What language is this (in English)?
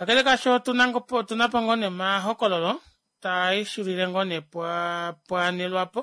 Kuanyama